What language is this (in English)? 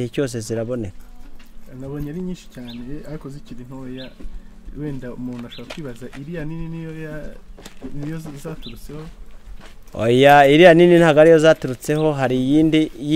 Kinyarwanda